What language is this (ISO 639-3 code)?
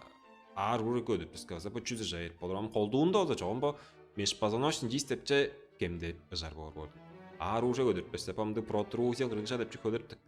tyv